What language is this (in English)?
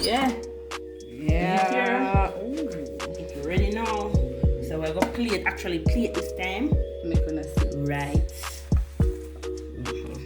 Jamaican Creole English